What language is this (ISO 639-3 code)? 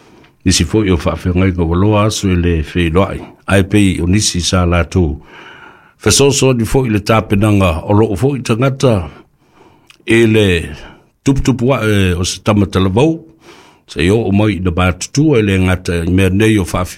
smo